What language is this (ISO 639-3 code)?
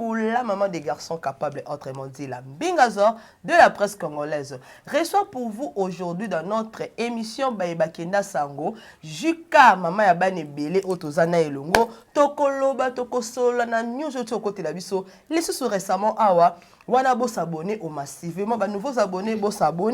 lin